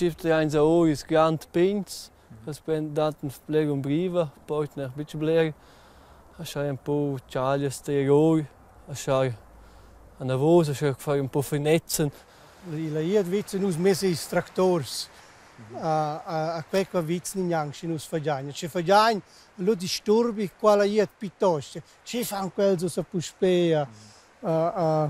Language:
Romansh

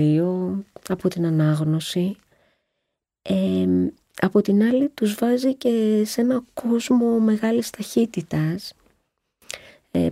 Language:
Greek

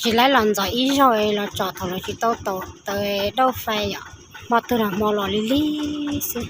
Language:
Hmong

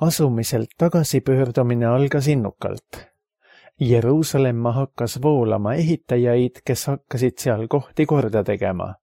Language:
Estonian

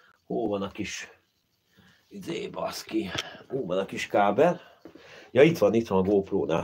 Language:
Hungarian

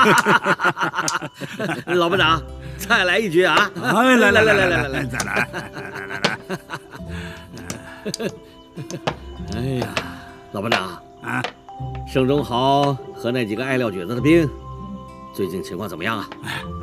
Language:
Chinese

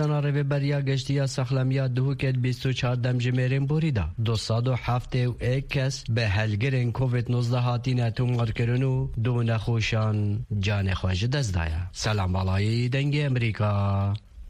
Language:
Kurdish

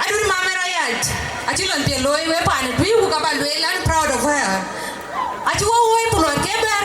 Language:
Dinka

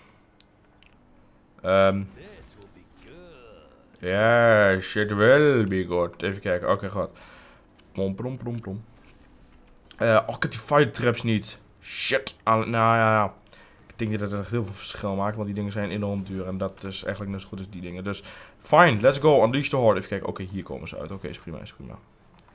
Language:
Dutch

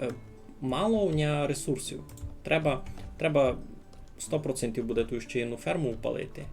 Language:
Rusyn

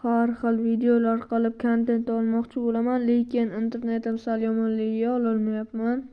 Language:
Uzbek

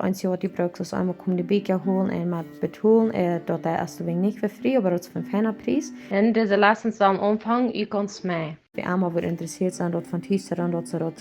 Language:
Plautdietsch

